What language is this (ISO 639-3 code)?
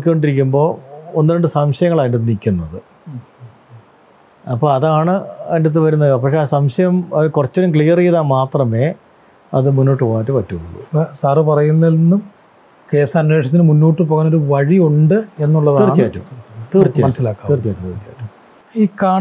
mal